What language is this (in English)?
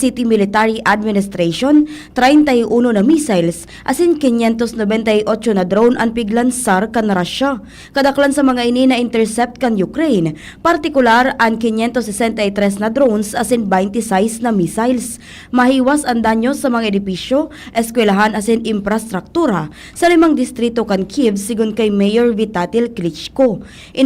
Bikol